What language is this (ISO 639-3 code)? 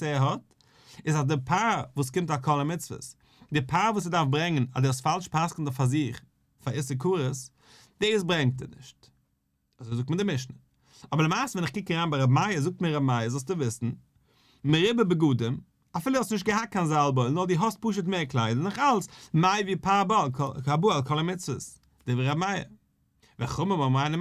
yid